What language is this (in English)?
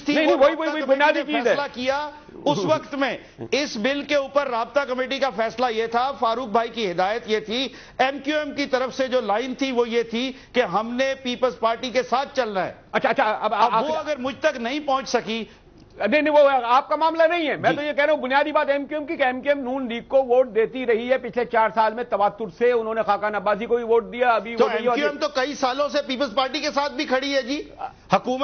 Urdu